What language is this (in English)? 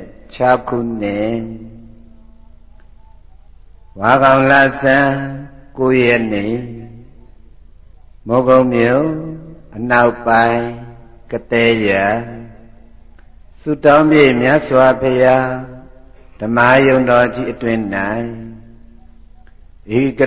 Burmese